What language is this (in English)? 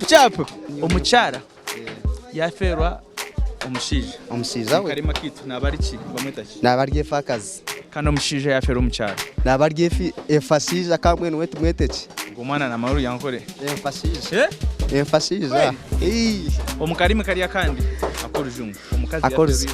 Nyankole